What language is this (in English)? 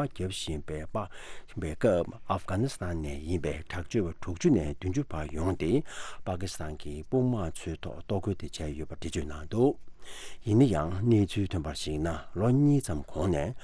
Tibetan